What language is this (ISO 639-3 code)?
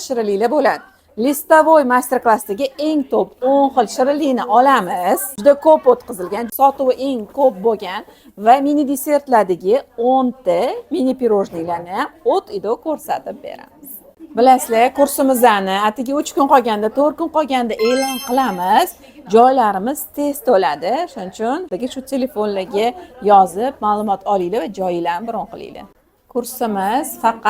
uzb